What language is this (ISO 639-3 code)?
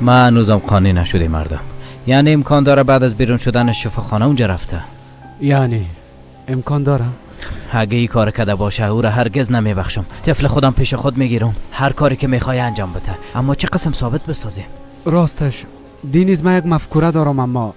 fas